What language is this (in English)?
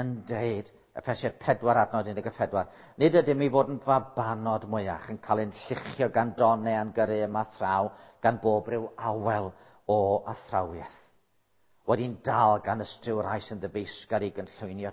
Welsh